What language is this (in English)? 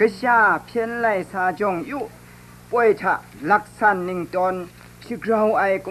Kachin